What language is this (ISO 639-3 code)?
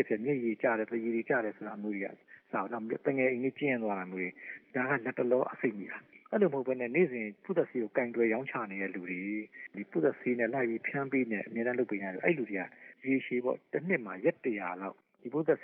mya